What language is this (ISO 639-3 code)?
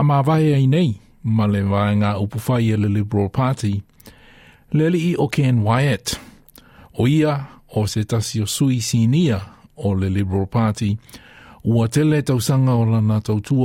smo